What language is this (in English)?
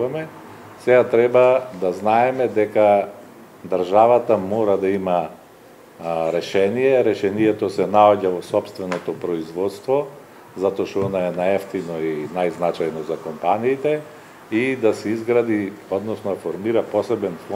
Macedonian